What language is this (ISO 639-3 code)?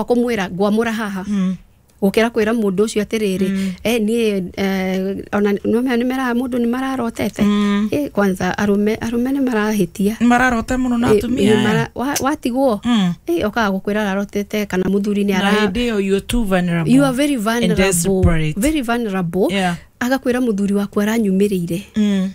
kik